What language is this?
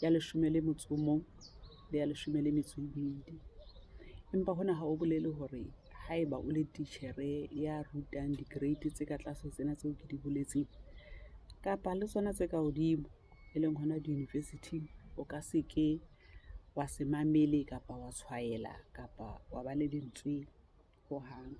Southern Sotho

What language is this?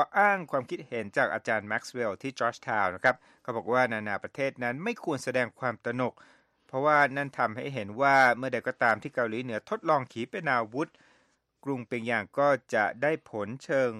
Thai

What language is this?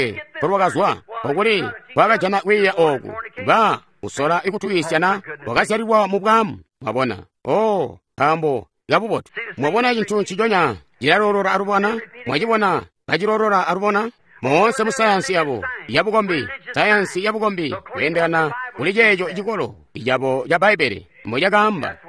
Tonga (Zambia)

